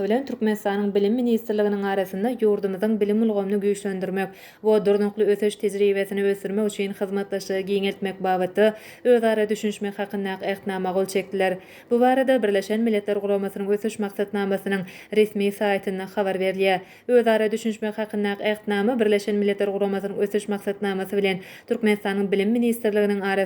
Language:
Turkmen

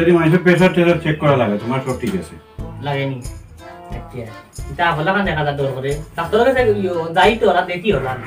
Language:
Sylheti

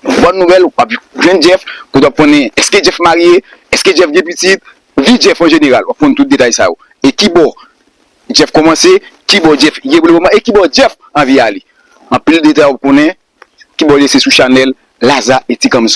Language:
Haitian Creole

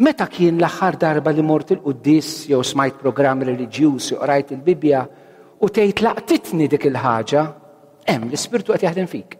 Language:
Maltese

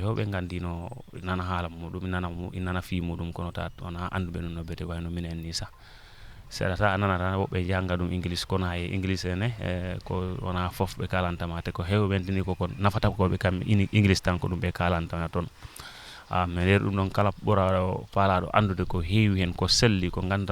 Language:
Fula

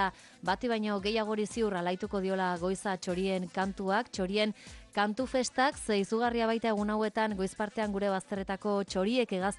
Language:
Basque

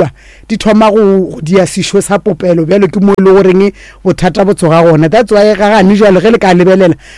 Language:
Northern Sotho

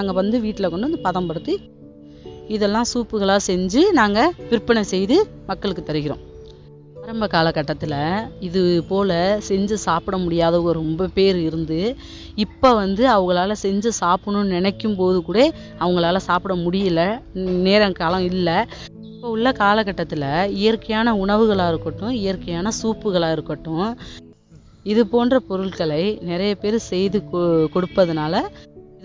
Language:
Tamil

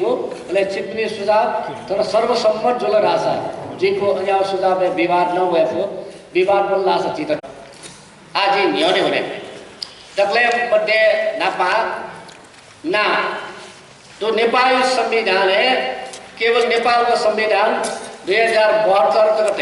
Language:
Newari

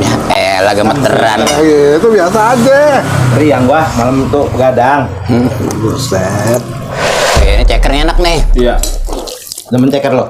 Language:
Betawi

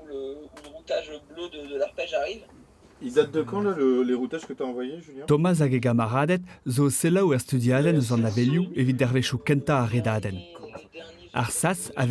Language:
Breton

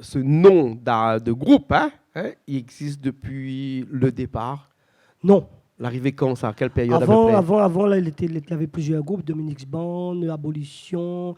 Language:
Réunion Creole French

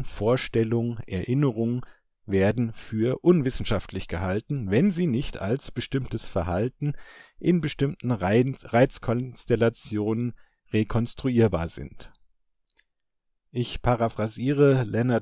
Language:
German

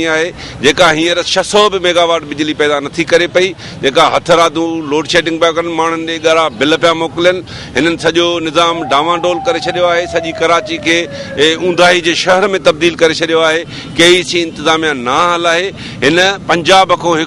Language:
Sindhi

